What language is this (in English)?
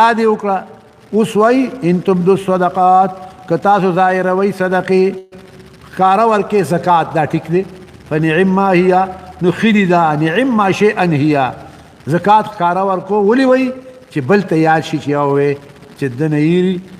Pashto